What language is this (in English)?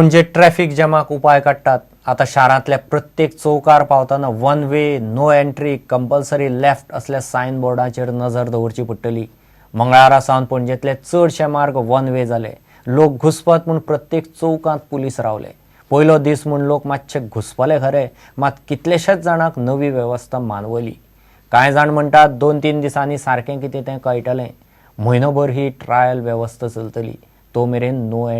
Konkani